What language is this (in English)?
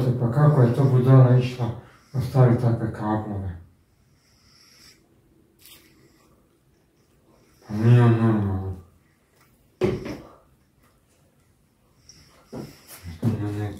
Croatian